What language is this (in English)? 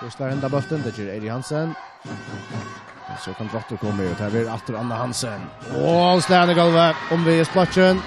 Faroese